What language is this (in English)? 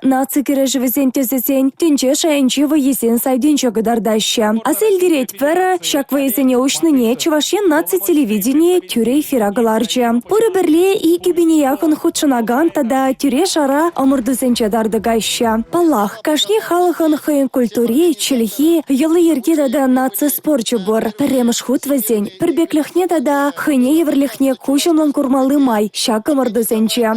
Chuvash